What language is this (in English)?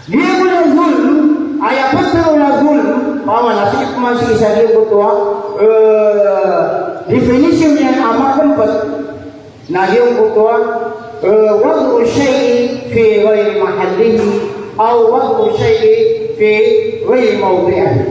Maranao